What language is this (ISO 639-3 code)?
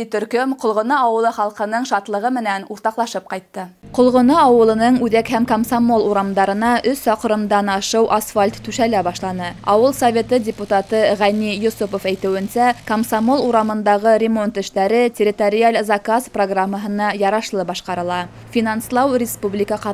bak